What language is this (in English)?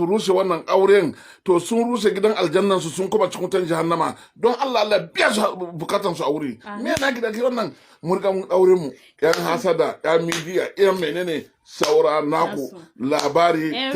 Hausa